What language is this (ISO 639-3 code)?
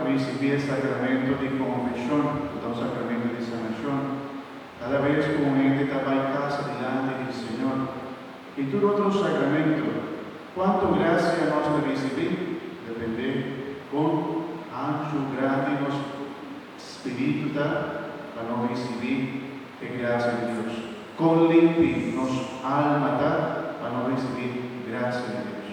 pap